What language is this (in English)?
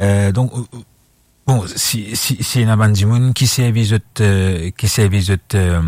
Morisyen